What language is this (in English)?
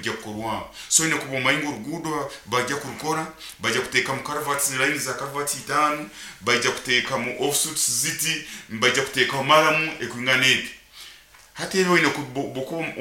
Nyoro